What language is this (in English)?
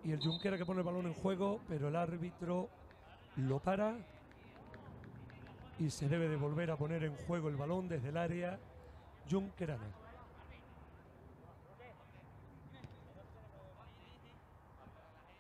Spanish